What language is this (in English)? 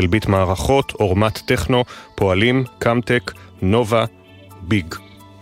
Hebrew